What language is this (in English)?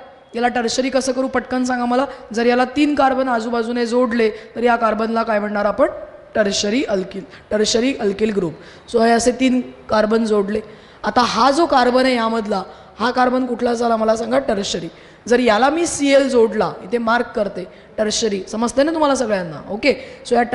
Marathi